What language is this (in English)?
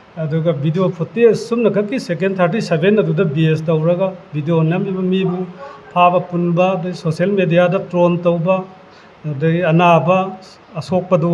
Manipuri